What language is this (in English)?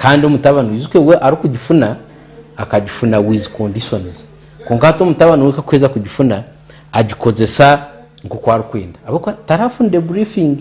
Nyankole